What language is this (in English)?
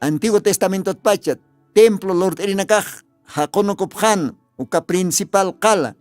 Aymara